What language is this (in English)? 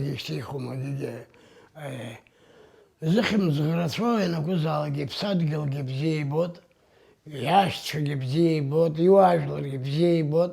Abkhazian